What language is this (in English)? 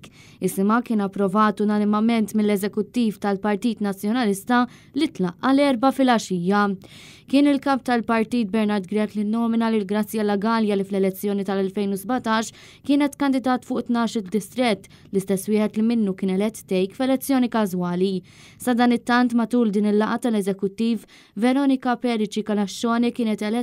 Maltese